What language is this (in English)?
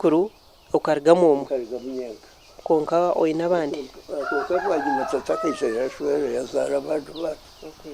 Nyankole